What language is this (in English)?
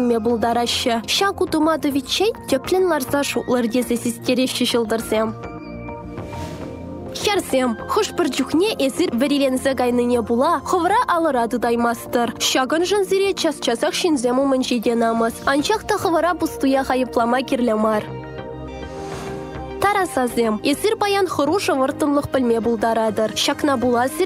Chuvash